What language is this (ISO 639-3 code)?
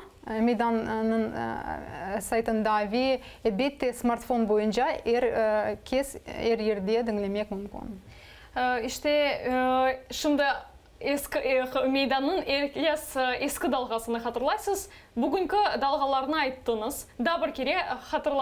crh